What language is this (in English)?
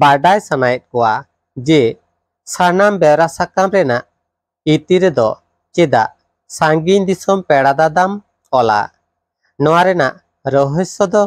Santali